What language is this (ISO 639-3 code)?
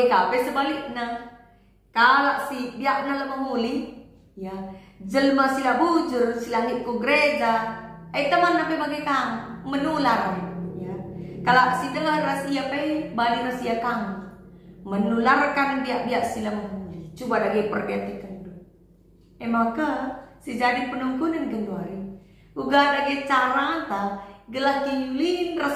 btx